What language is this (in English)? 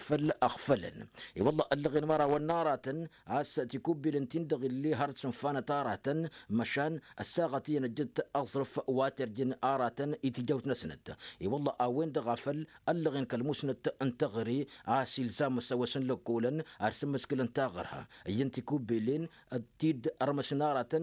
Tamasheq